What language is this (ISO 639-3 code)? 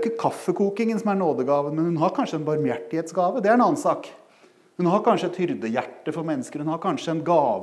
nor